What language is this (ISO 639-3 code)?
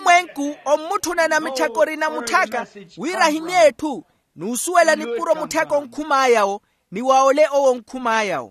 vmw